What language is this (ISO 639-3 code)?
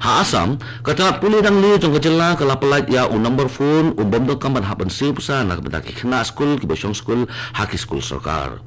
kha